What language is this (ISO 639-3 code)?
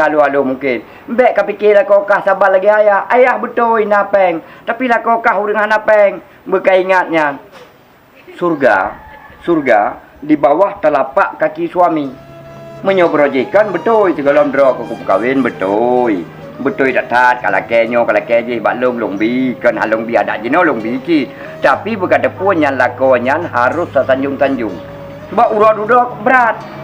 ace